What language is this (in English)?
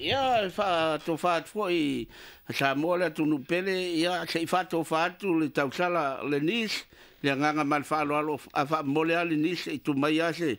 Samoan